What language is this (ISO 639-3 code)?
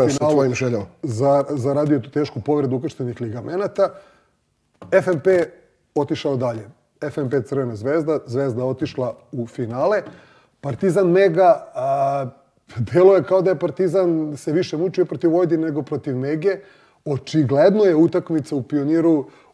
srp